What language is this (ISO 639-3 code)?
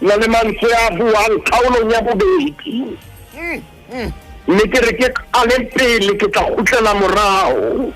sot